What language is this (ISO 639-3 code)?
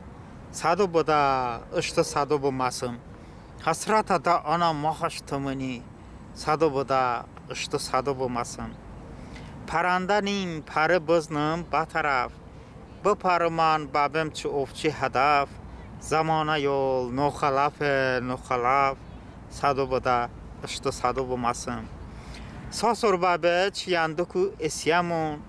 tly